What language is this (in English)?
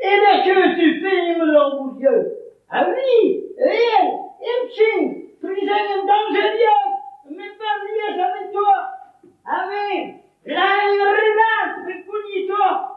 Breton